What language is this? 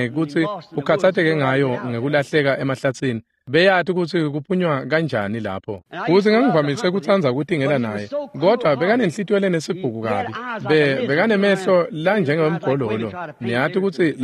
Swati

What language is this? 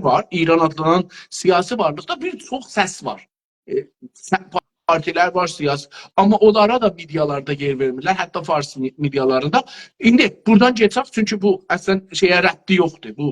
South Azerbaijani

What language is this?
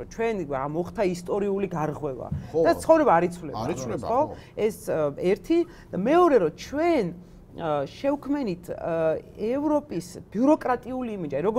Georgian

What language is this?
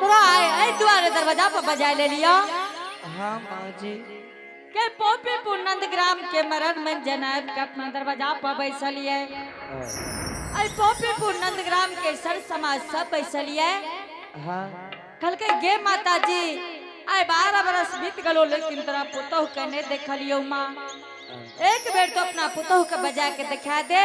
Angika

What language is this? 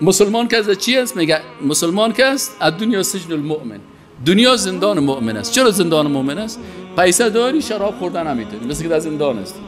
Persian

